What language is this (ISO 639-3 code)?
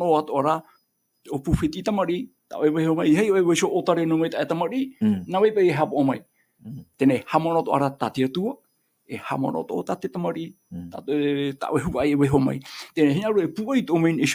tah